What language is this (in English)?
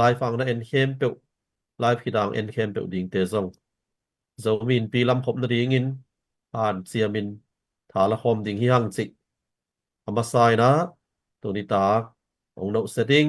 Tedim Chin